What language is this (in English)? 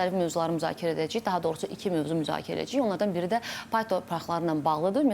Azerbaijani